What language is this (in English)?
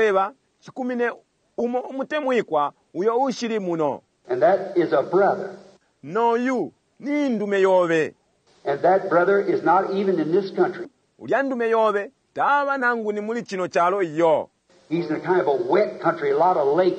Bemba